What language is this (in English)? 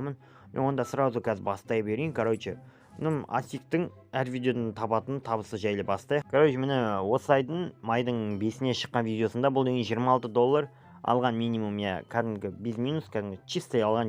Kazakh